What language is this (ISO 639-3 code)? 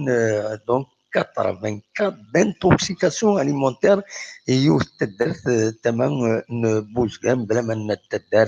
kab